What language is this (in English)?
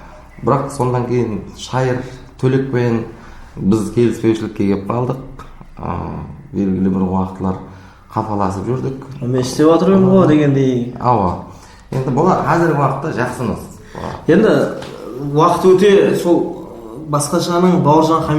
Kara-Kalpak